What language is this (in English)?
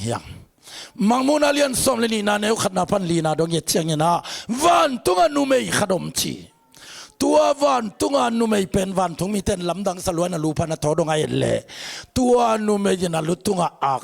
Tedim Chin